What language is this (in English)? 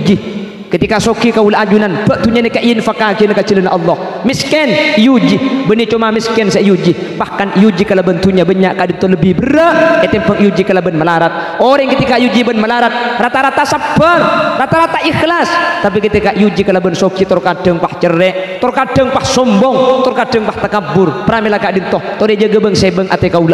Madurese